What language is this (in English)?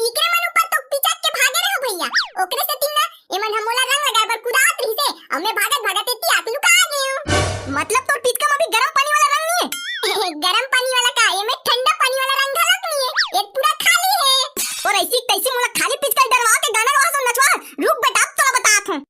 Chhattisgarhi